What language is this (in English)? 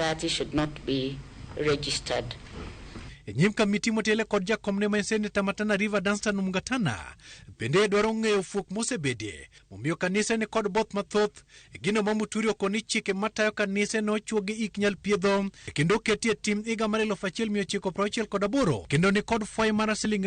Luo (Kenya and Tanzania)